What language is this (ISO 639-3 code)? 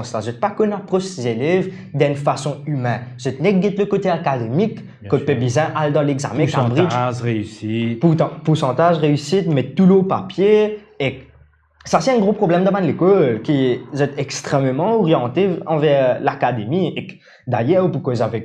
mfe